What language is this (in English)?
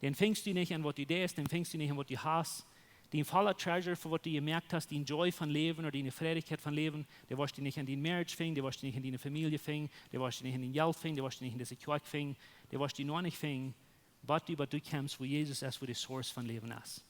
Plautdietsch